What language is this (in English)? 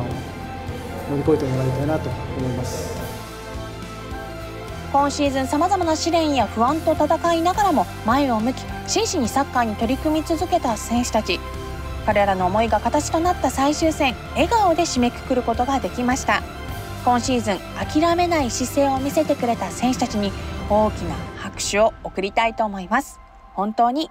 Japanese